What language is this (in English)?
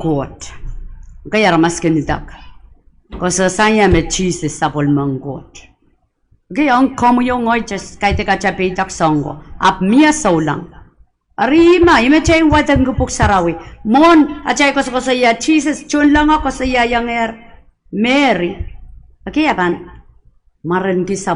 Pohnpeian